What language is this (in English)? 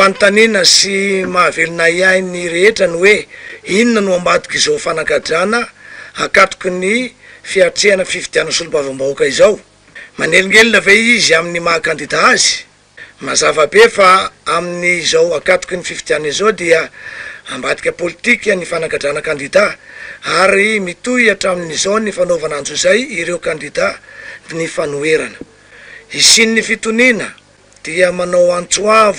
Malagasy